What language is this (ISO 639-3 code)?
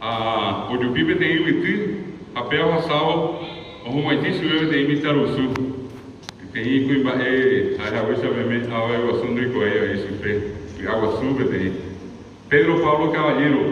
grn